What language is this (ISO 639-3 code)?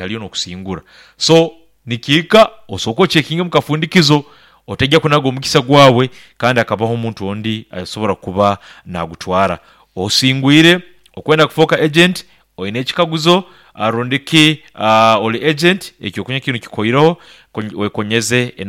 nyn